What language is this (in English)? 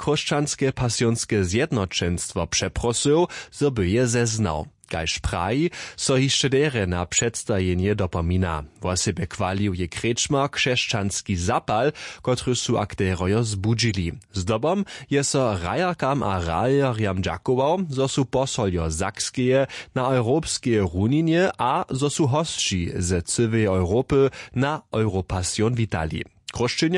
Upper Sorbian